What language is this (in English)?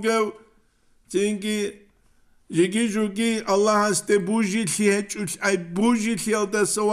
Avaric